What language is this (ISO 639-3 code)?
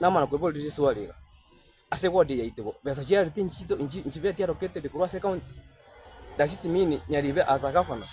guz